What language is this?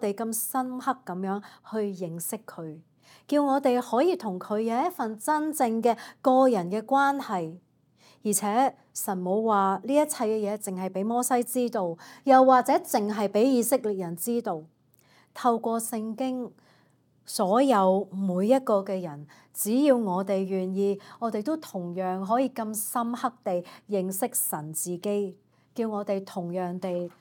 Cantonese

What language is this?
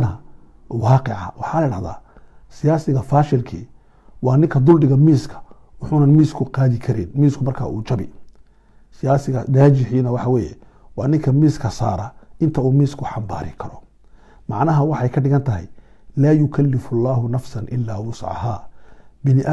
Somali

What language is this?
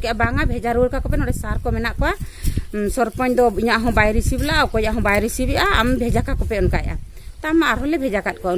Santali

